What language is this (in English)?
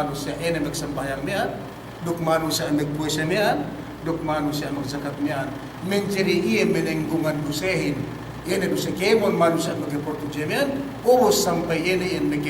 Yakan